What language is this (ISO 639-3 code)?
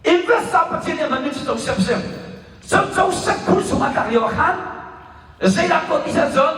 cnh